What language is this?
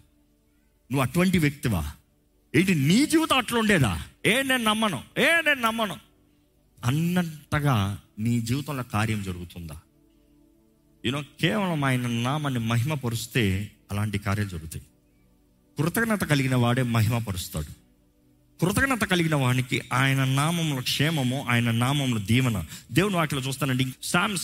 Telugu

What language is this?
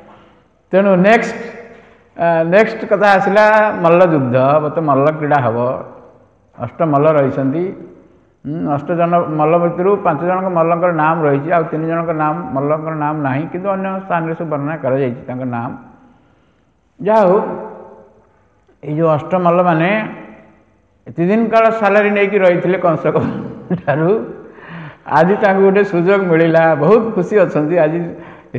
Odia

